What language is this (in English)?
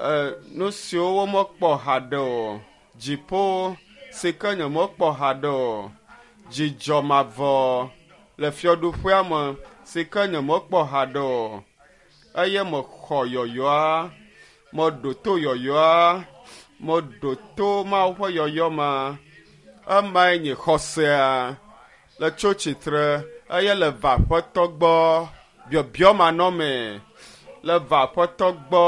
Ewe